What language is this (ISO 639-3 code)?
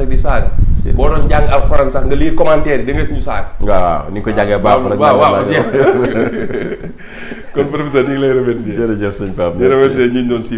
wol